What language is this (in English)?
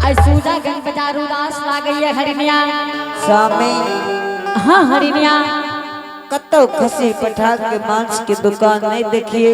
Angika